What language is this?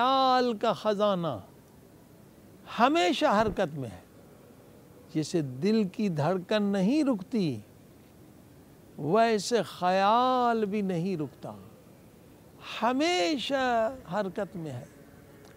Urdu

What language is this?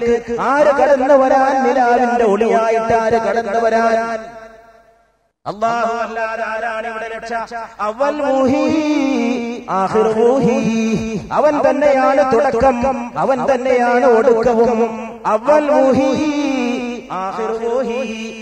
Malayalam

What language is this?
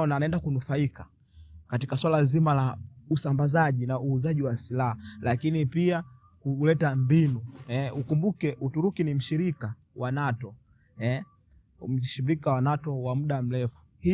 Swahili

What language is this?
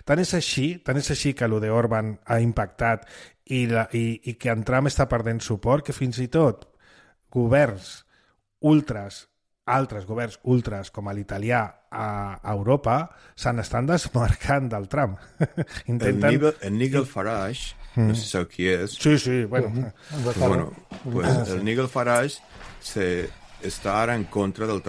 Catalan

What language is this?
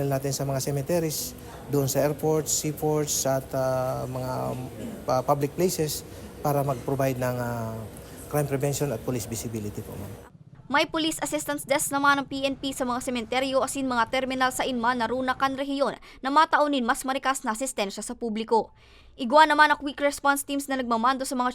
Bikol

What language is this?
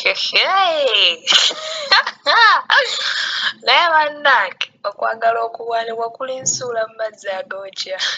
Ganda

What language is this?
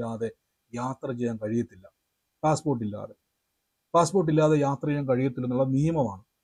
Malayalam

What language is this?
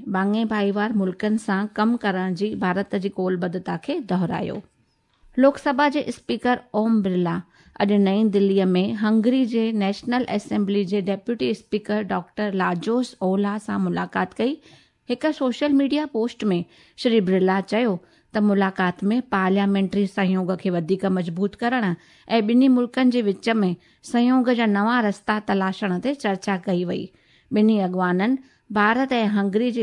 Sindhi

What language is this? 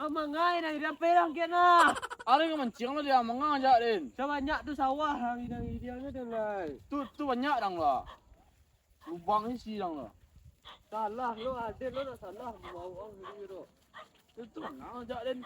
Minangkabau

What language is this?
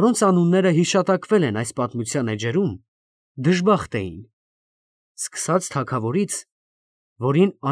Armenian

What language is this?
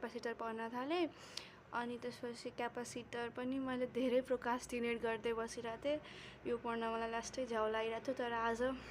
Nepali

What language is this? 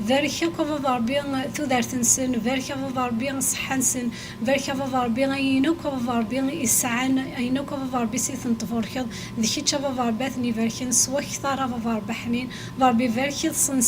Kabyle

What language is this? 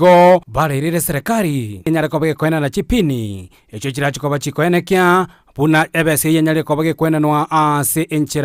Gusii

